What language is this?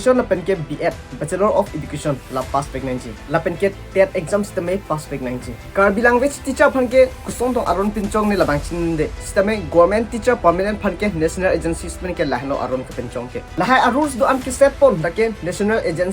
Karbi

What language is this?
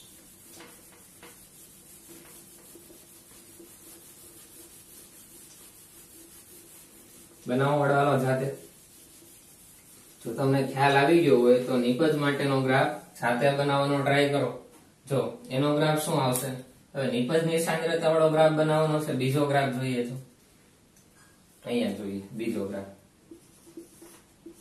Gujarati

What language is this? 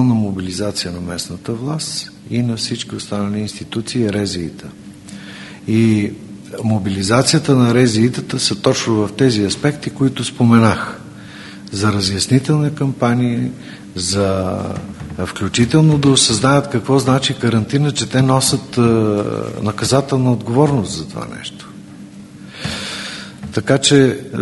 Bulgarian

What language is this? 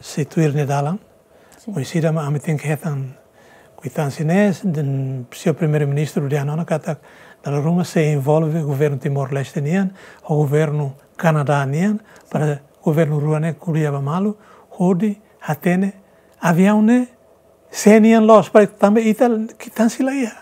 Tetum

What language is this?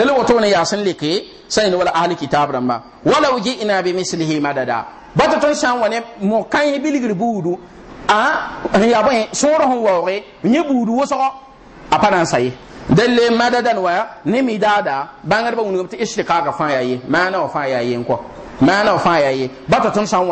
Mossi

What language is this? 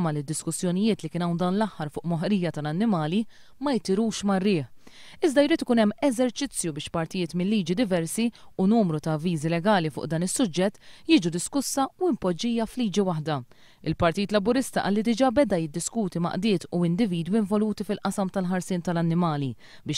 Maltese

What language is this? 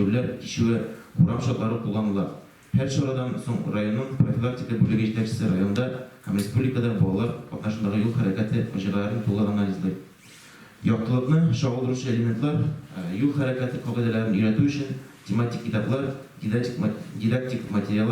Tatar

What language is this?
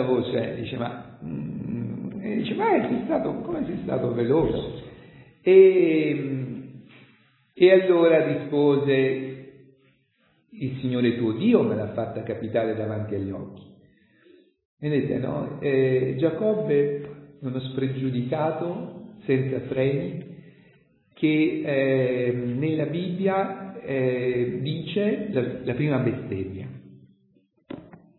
Italian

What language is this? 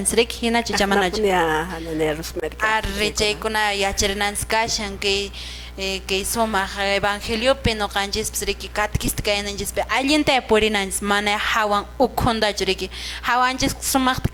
Quechua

